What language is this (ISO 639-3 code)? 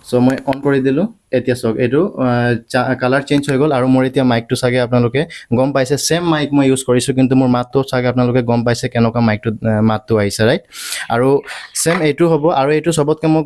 asm